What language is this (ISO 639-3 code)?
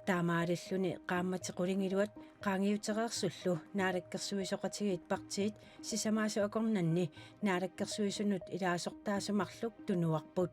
kal